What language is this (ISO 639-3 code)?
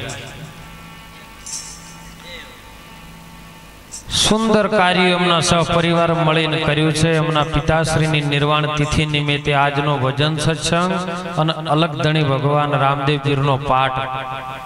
guj